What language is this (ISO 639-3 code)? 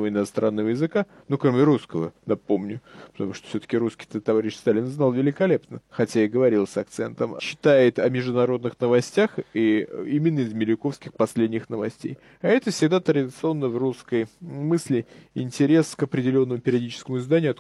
rus